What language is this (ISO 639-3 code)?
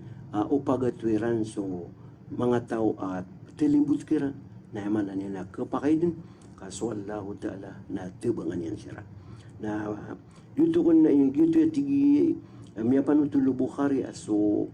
mrw